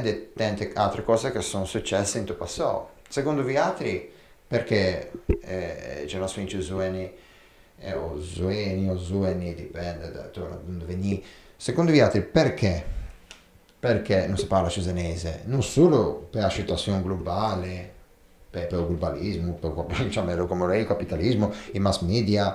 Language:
Ligurian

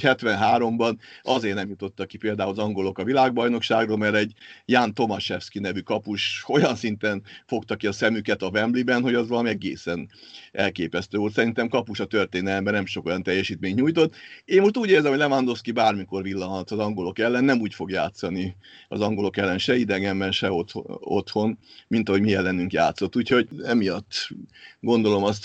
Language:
Hungarian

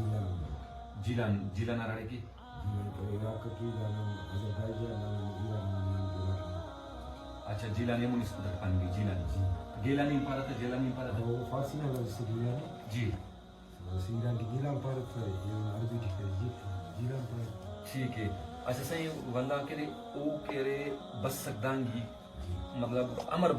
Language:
Brahui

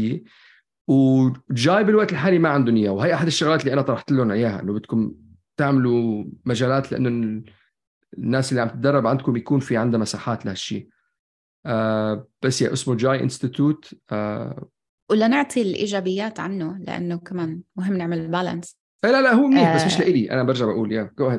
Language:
North Levantine Arabic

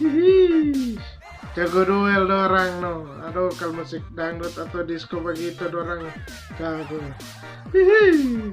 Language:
Manado Malay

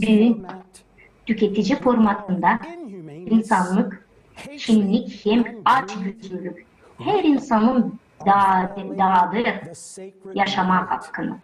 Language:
Gagauz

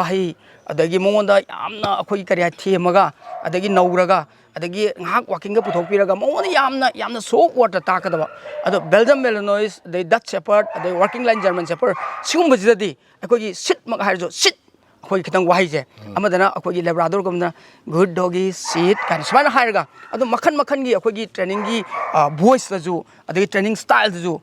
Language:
Manipuri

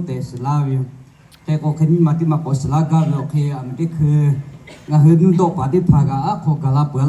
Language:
Lahu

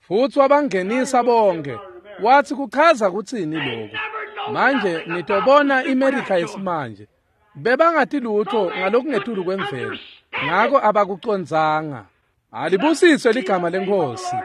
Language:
Swati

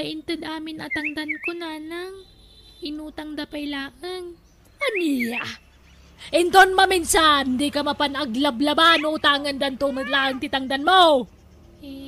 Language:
Iloko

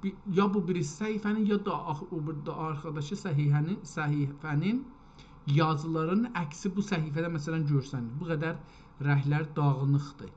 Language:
South Azerbaijani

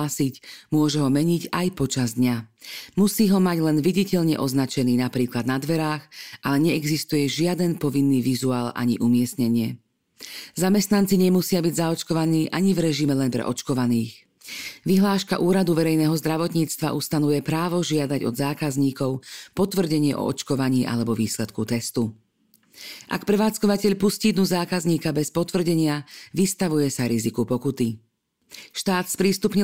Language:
Slovak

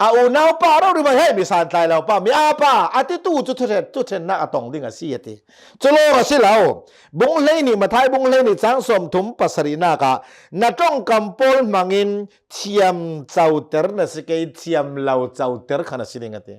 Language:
Hakha Chin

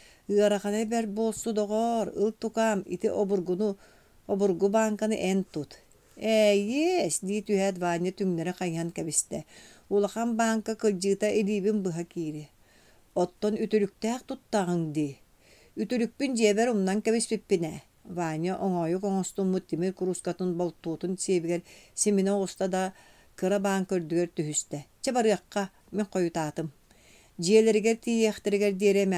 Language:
Yakut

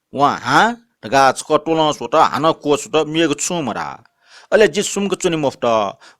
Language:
Newari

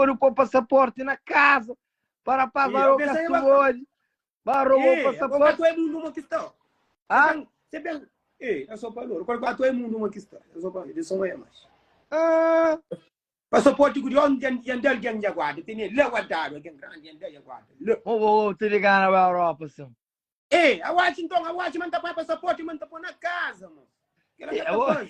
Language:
Kabuverdianu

